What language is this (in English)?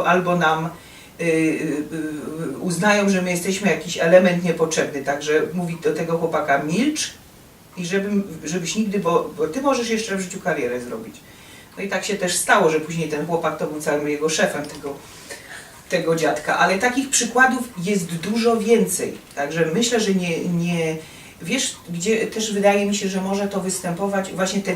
Silesian